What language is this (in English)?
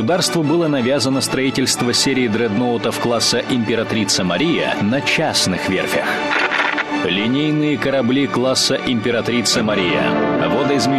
Russian